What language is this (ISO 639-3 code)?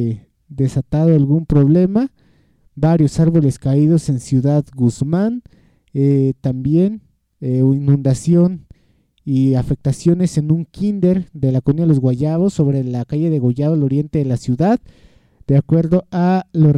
spa